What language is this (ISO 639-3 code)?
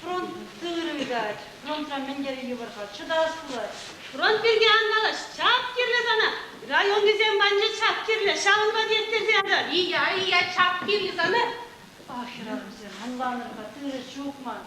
chv